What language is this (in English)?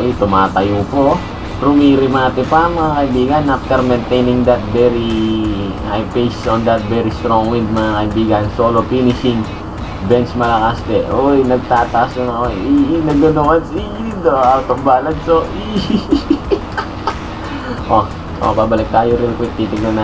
Filipino